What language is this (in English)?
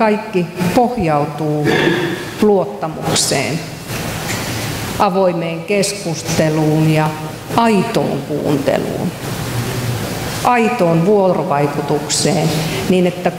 Finnish